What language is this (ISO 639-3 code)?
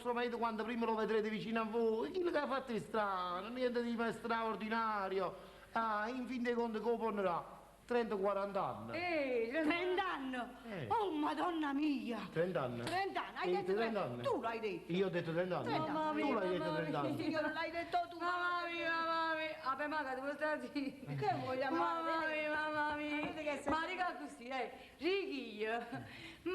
nap